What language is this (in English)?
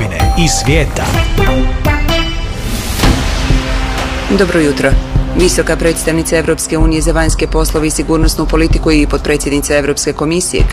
Bosnian